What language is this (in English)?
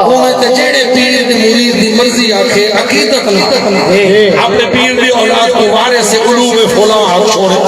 Saraiki